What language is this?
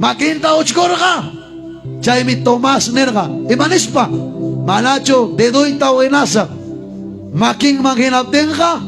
Ayacucho Quechua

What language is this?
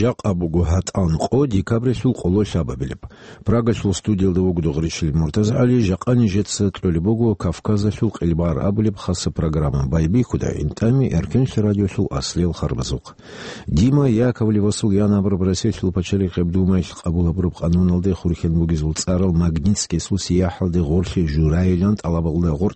Avaric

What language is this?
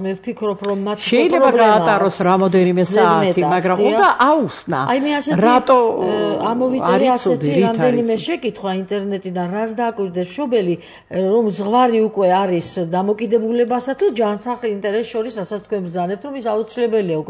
Georgian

